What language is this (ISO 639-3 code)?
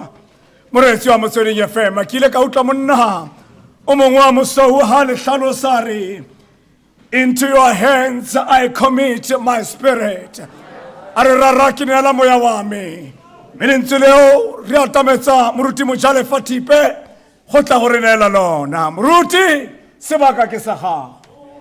tsn